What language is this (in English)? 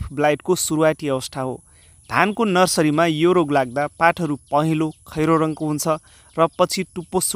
Nepali